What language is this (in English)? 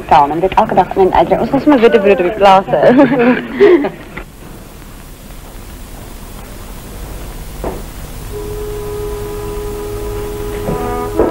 Afrikaans